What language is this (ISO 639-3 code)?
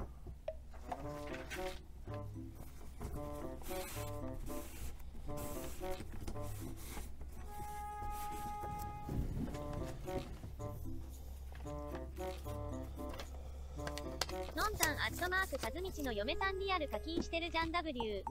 jpn